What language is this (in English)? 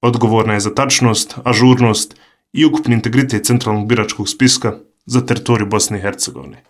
Bosnian